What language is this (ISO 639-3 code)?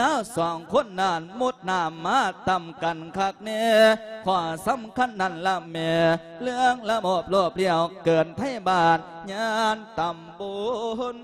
lao